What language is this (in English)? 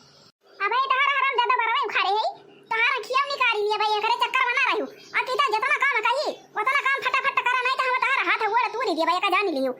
Awadhi